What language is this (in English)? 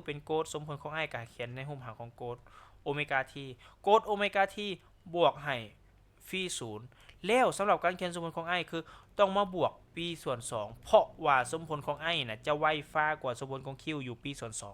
Lao